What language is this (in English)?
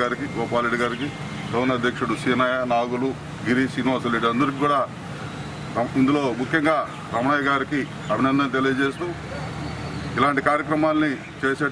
Telugu